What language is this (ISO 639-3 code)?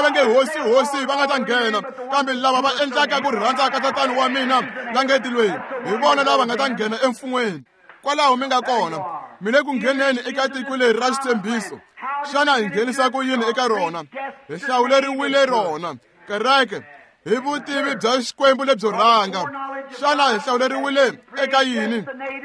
tso